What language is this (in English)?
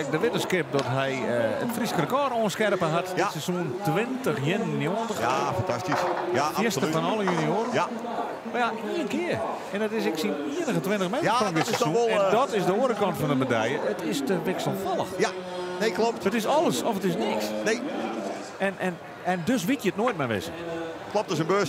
Western Frisian